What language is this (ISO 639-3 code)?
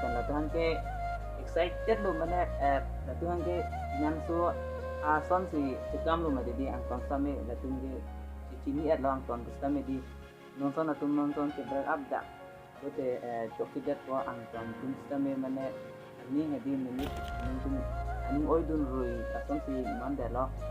mjw